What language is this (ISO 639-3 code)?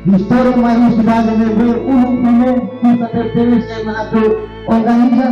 tet